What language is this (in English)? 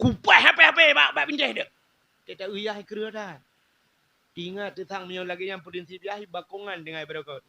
Achinese